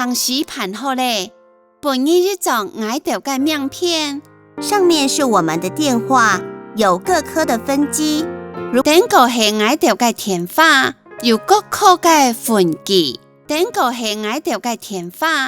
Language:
Hakka Chinese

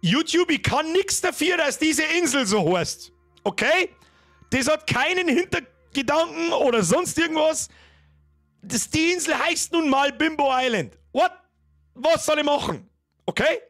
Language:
Bavarian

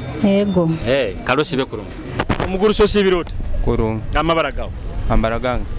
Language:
Nyoro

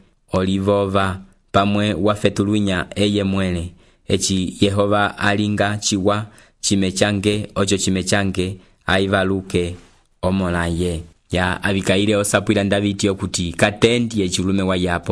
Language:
Umbundu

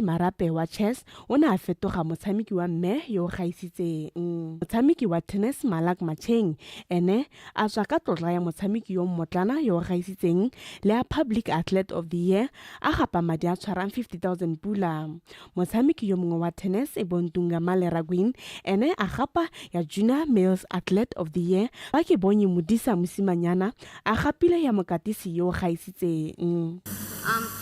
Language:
Tswana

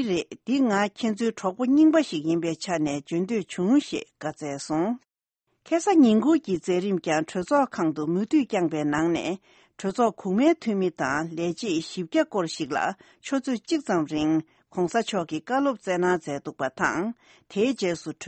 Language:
Tibetan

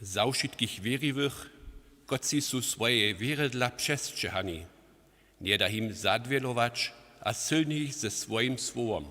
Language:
Upper Sorbian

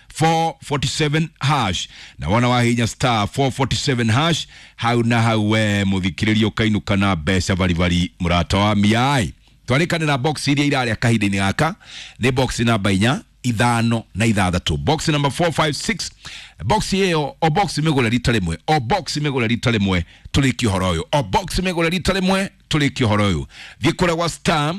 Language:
Kikuyu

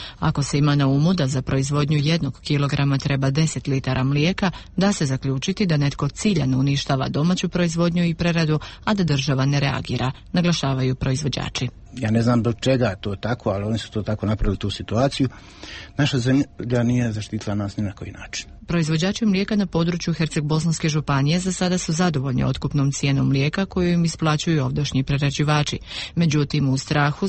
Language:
Croatian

